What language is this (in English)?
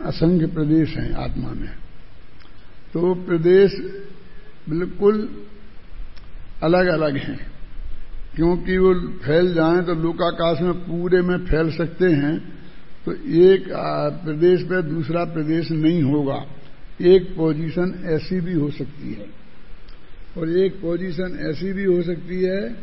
Hindi